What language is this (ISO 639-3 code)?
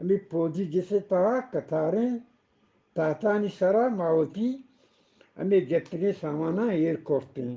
bgp